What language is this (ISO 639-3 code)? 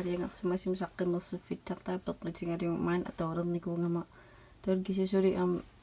kal